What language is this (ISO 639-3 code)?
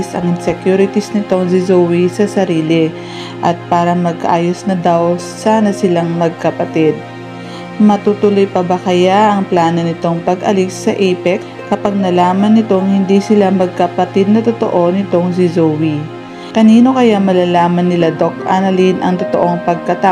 fil